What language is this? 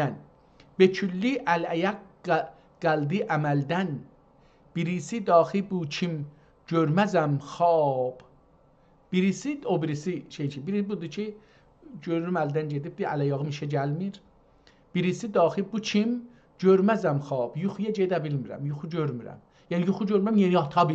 South Azerbaijani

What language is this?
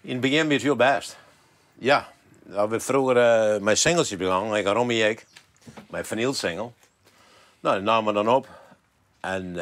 Western Frisian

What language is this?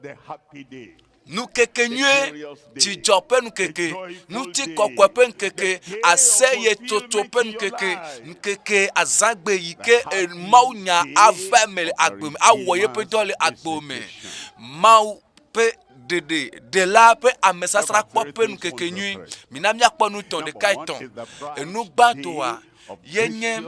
Ewe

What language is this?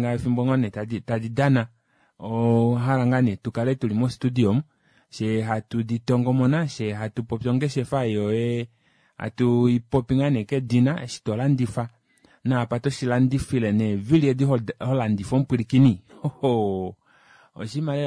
Kuanyama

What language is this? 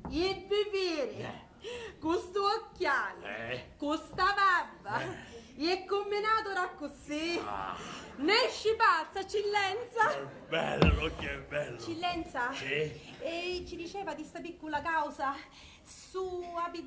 Sicilian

